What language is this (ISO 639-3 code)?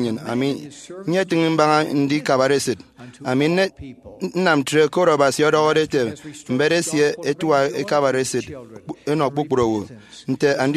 efi